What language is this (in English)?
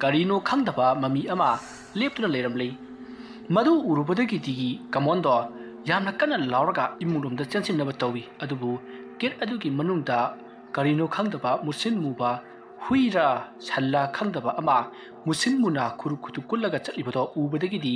Manipuri